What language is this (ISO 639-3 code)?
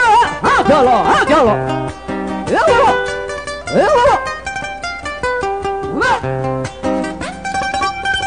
spa